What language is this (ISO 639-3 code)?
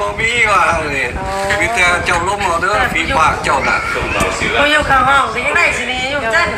tts